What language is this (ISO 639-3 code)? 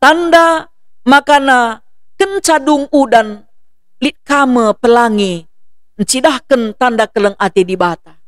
btx